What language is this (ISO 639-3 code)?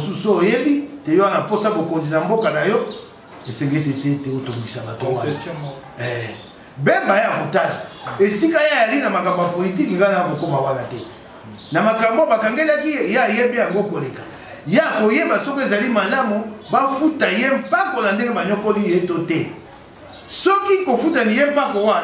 lin